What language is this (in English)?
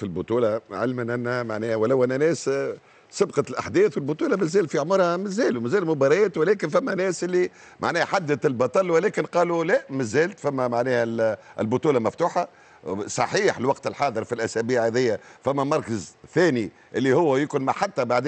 Tunisian Arabic